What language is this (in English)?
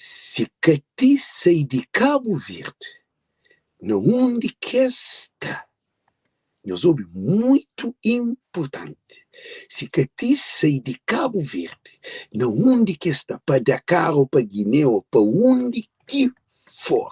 Kabuverdianu